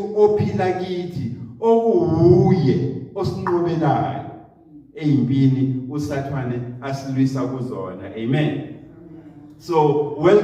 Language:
Zulu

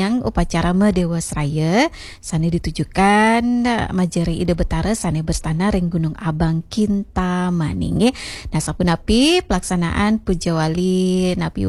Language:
Balinese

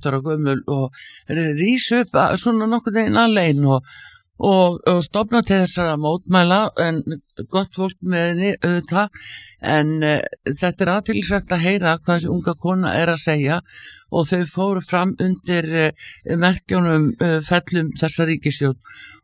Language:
Icelandic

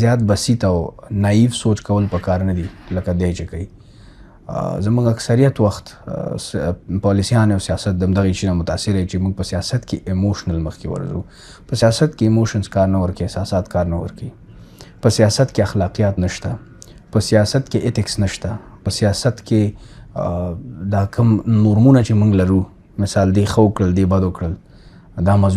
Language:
Pashto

